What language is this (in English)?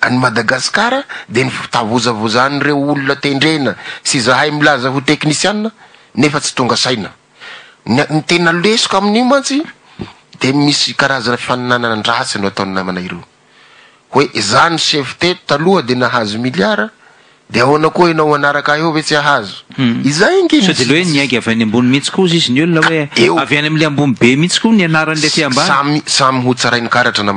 Malagasy